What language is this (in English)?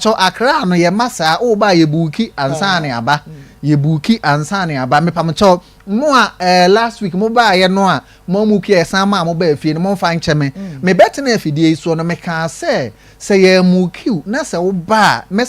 Akan